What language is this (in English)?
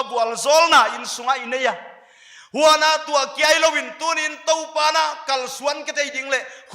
Paite Chin